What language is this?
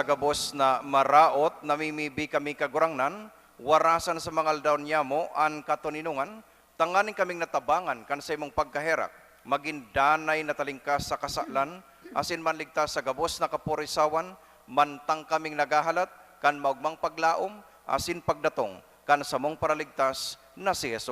Bikol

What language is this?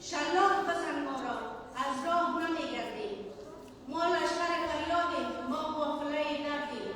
Persian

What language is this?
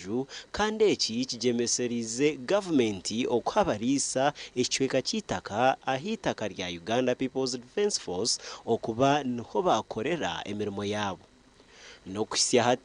Nyankole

